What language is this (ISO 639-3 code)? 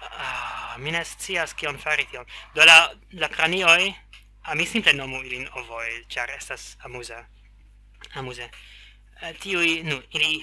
epo